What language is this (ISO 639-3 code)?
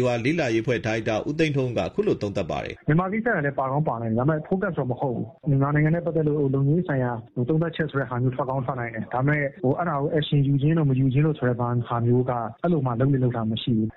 mya